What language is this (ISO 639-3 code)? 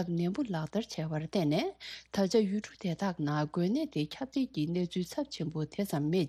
bod